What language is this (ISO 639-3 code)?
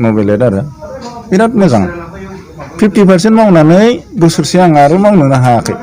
brx